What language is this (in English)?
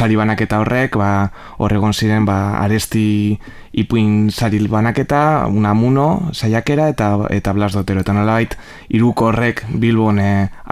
Basque